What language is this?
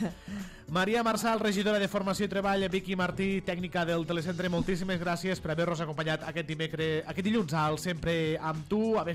Catalan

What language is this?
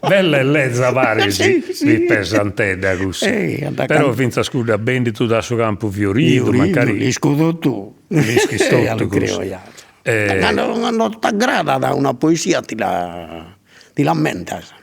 Sardinian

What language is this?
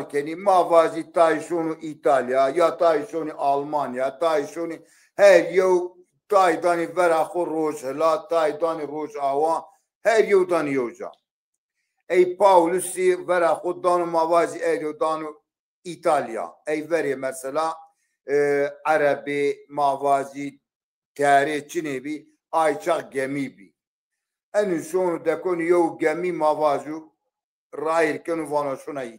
Zaza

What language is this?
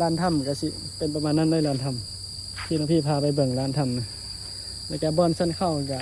Northeastern Thai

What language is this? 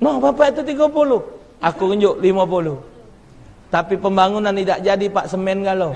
Musi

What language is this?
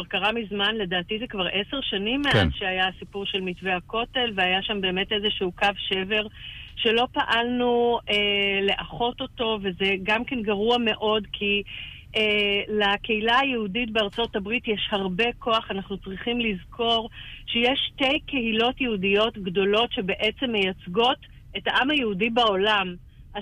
Hebrew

